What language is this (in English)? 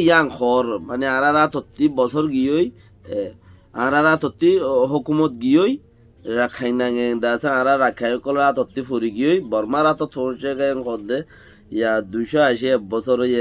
Rohingya